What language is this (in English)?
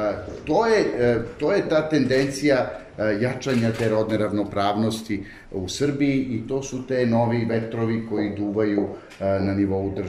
Serbian